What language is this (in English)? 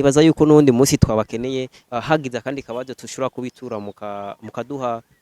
Rundi